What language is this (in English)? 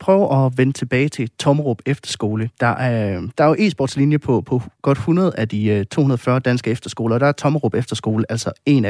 Danish